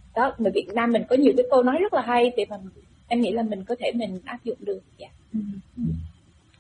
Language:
Vietnamese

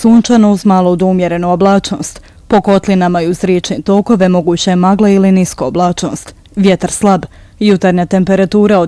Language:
Bosnian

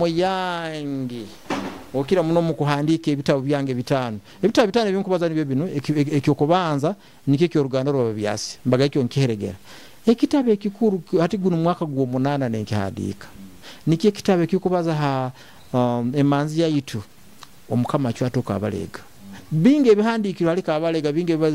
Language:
Nyoro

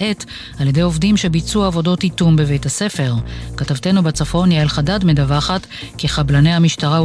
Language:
Hebrew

